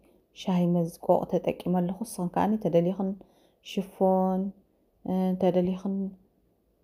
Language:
Tigrinya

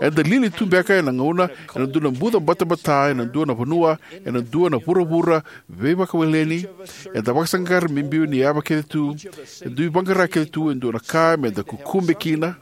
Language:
Fijian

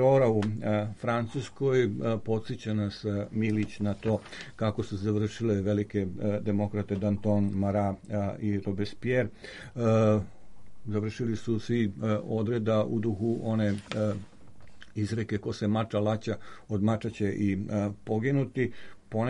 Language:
Serbian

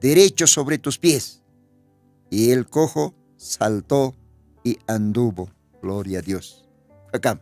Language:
Aymara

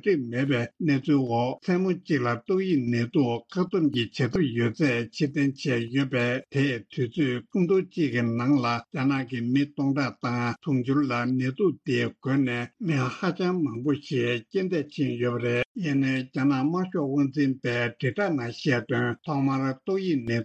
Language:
Tibetan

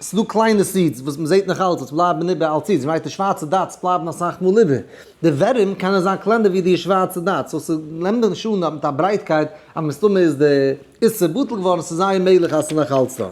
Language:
Yiddish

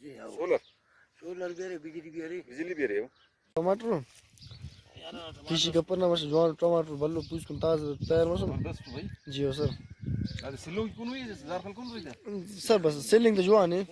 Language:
Brahui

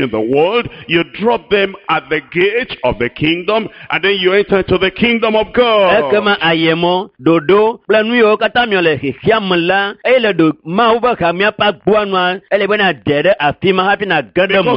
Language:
Ewe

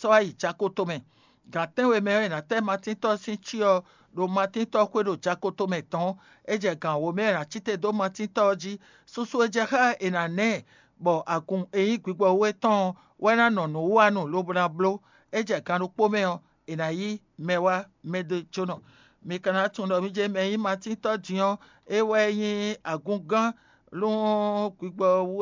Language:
Fon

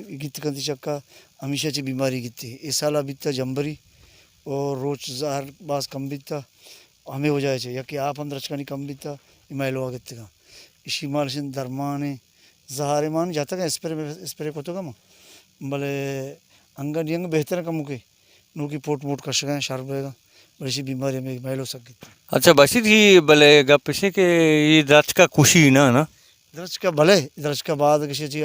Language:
Baluchi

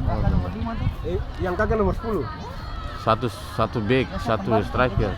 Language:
Ambonese Malay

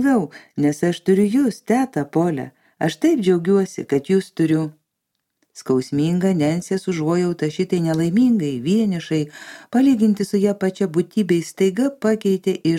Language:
Lithuanian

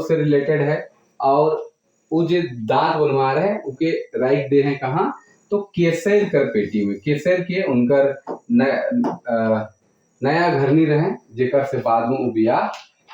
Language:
Sadri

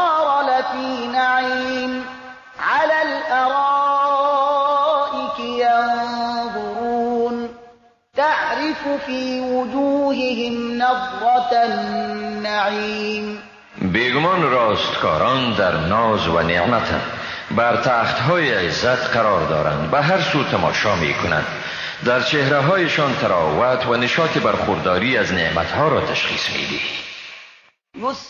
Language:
Persian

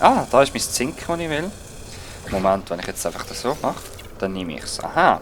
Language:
Swiss German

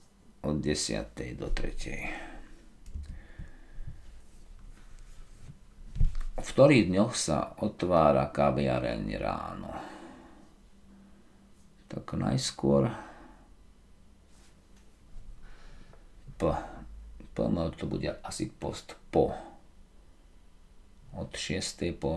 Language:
Slovak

